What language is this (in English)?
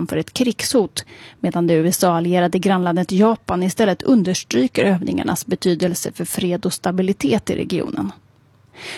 Swedish